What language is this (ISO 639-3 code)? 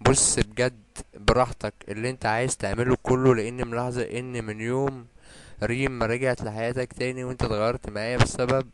arz